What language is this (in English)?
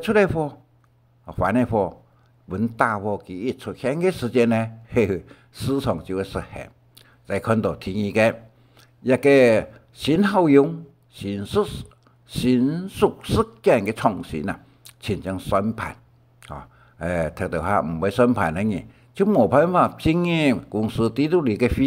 Hakka Chinese